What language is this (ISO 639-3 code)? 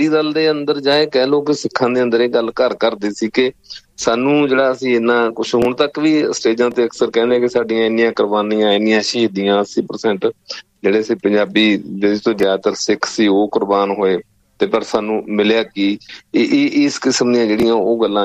pan